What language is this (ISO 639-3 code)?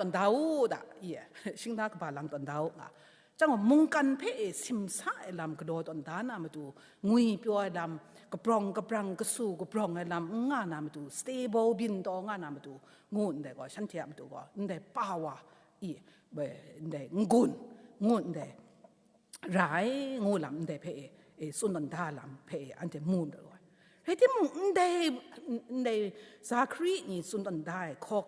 kac